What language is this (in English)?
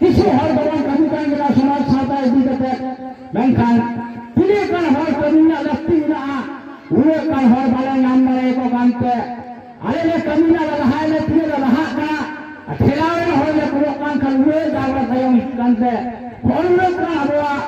Santali